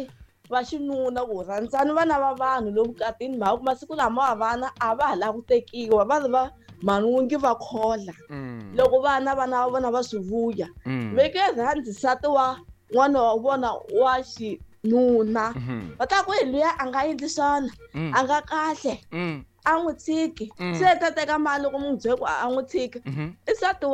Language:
Tsonga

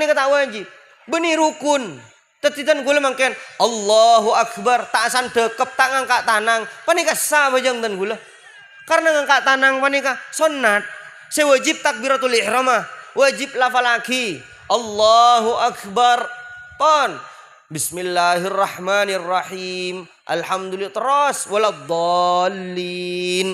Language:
Madurese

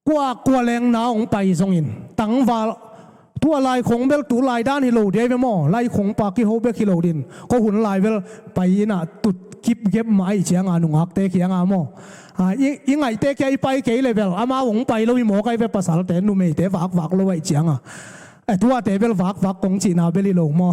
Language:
Tedim Chin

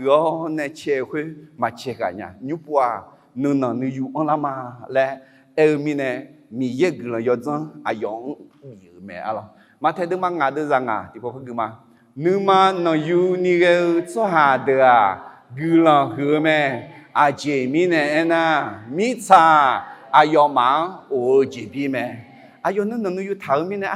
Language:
Akha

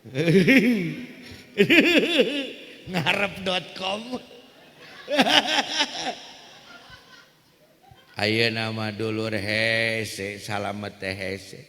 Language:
Sundanese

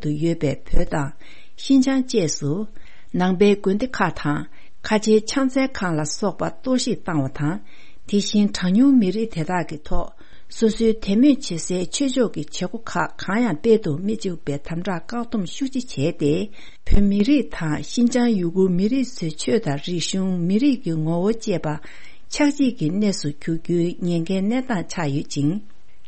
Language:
Tibetan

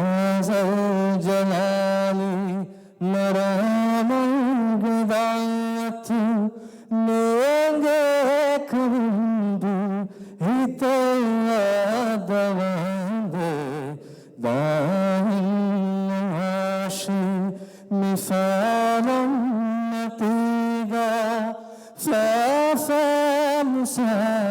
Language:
Divehi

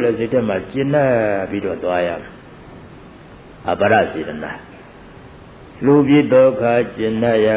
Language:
Burmese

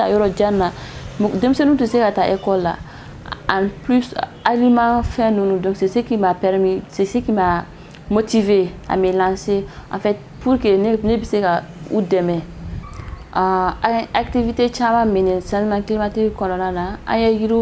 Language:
Bambara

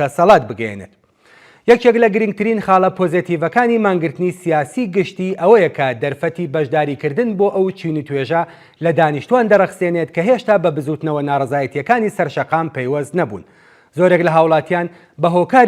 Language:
Central Kurdish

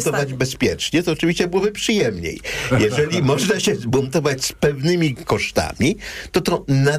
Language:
Polish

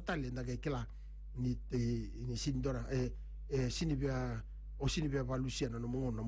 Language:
Fijian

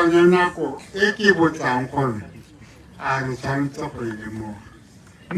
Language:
Tswana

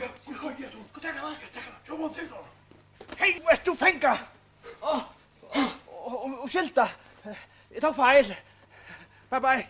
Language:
Faroese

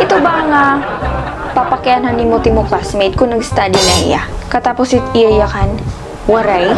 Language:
Waray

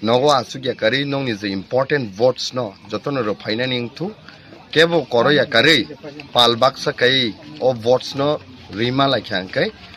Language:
Kok Borok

